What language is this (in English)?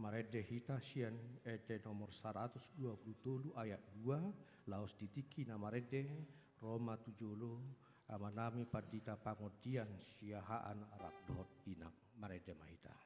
Batak Toba